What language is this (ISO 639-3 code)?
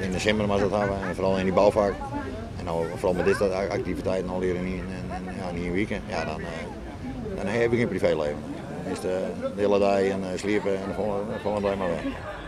fry